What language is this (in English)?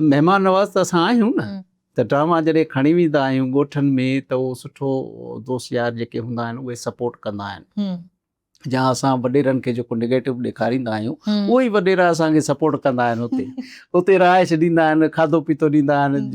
Sindhi